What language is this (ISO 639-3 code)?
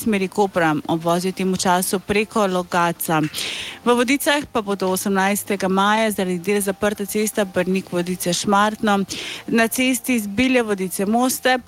slv